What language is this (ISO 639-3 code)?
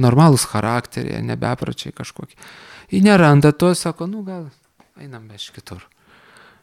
lit